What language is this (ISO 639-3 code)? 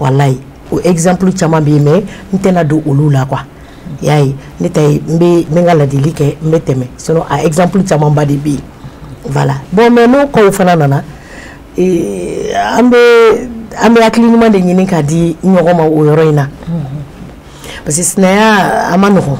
bam